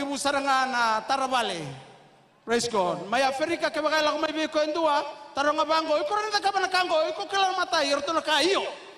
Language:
Fijian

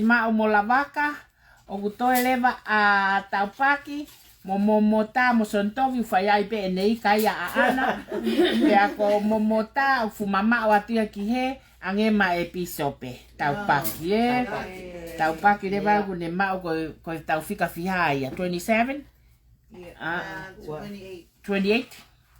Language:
Tongan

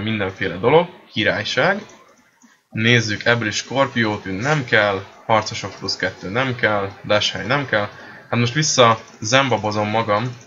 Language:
Hungarian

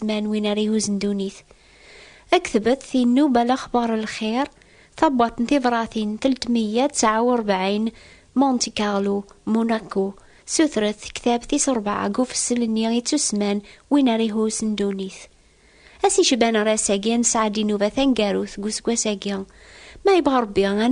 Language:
Kabyle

